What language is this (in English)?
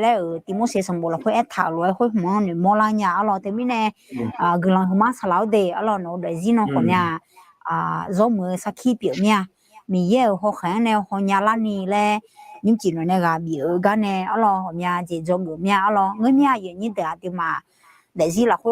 Akha